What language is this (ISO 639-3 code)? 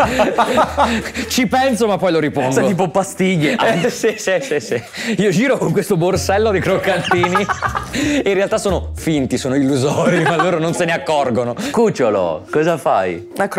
ita